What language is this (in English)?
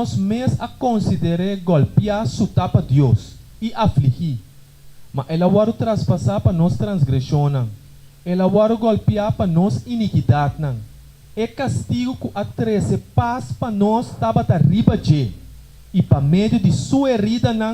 Papiamento